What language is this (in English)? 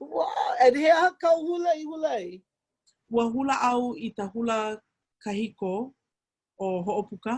Hawaiian